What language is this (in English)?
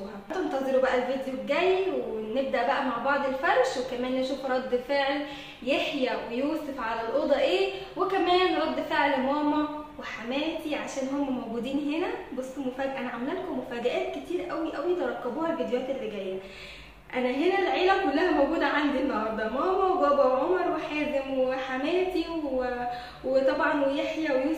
Egyptian Arabic